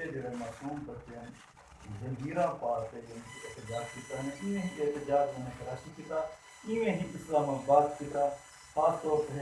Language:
Saraiki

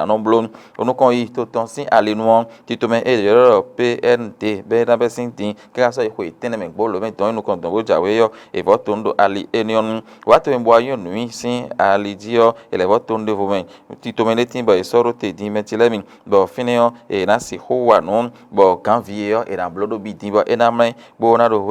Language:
Fon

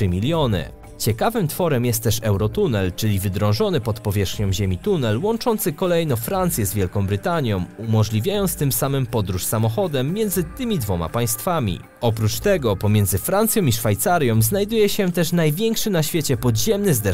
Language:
Polish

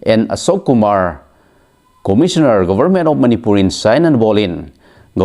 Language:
Thado Chin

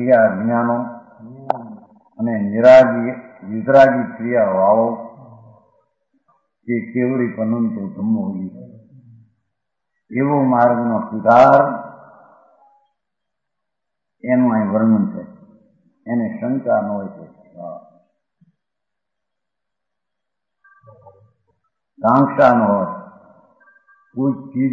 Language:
Gujarati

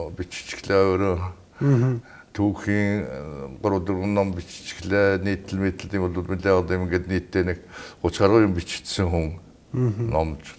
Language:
Mongolian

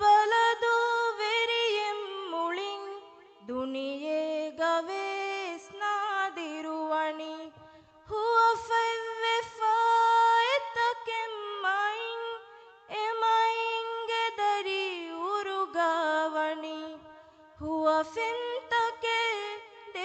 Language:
Divehi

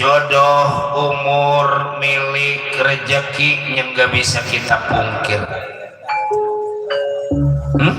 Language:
Betawi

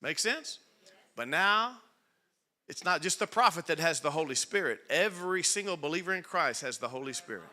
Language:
English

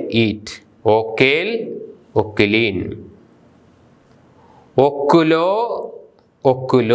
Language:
Malayalam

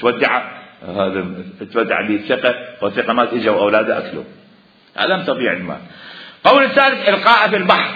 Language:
Mesopotamian Arabic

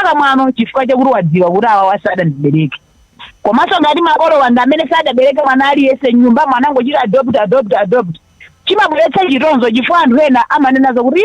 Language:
Nyanja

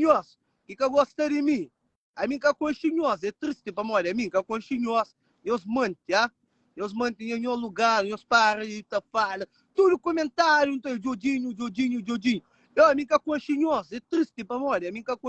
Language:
Kabuverdianu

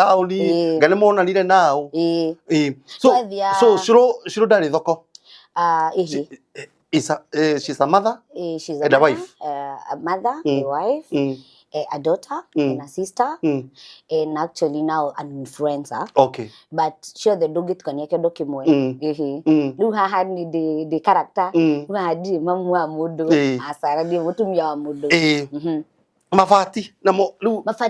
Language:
Kikuyu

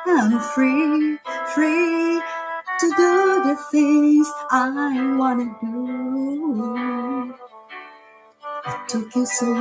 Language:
Cebuano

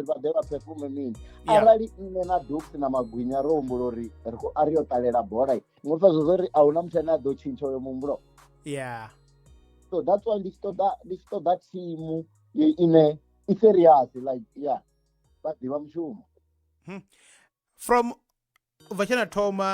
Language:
Venda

